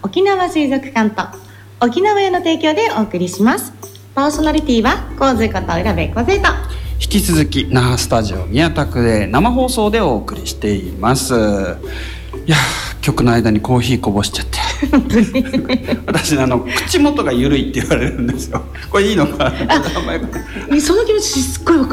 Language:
Japanese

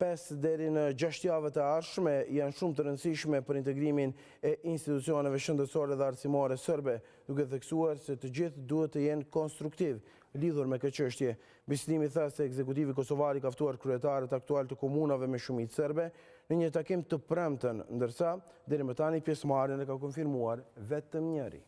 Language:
Albanian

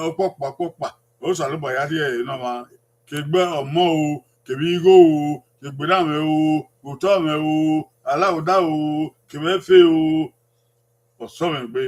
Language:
Bini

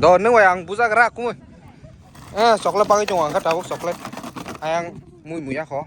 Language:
Kok Borok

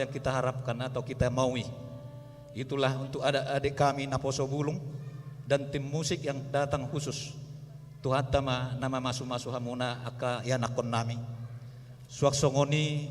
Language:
Batak Toba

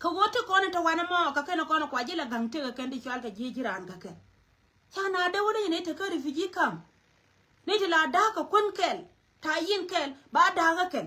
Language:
Nuer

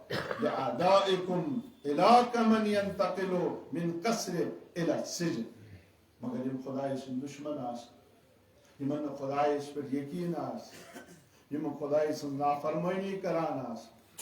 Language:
Kashmiri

